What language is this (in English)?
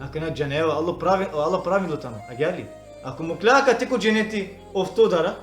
Balkan Romani